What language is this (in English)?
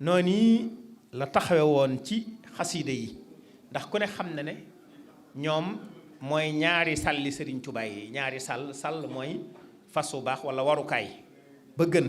Wolof